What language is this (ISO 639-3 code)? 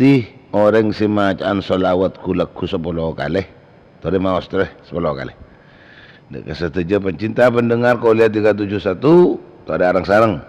mad